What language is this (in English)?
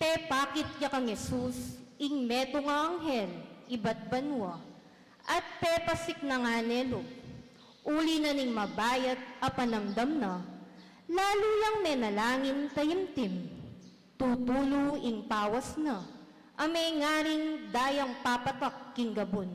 Pampanga